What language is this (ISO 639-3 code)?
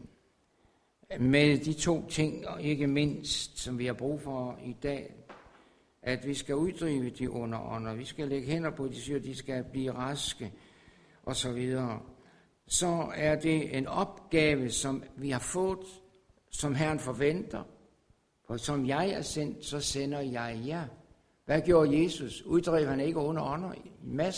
dan